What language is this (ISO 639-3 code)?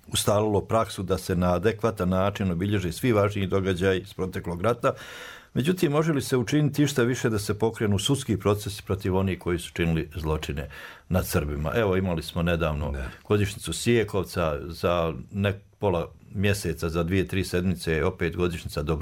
srp